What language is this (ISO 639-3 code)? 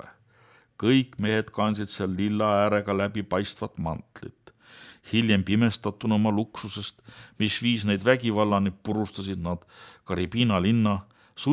est